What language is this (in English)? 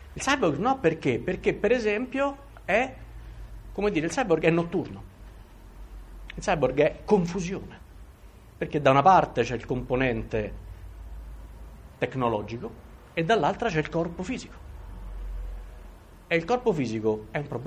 Italian